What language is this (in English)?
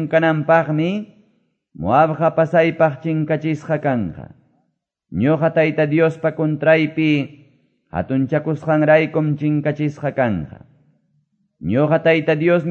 Quechua